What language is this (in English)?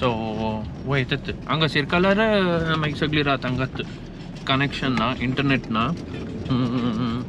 Konkani